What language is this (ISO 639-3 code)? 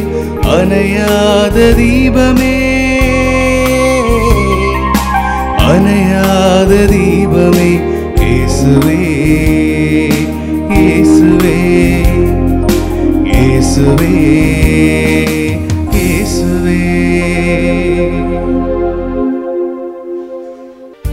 tam